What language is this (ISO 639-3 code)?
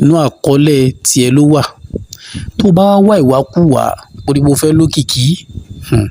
yor